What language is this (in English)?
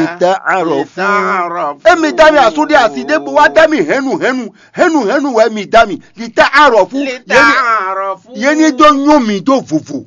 Fon